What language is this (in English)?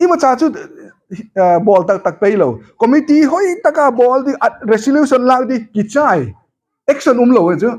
Hmar